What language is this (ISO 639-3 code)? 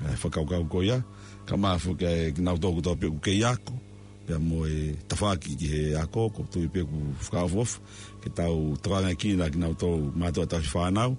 ton